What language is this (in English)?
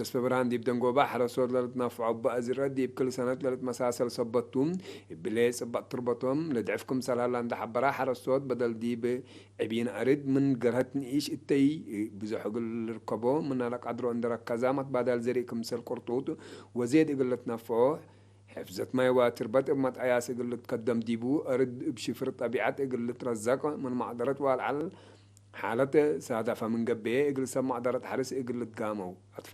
Tigre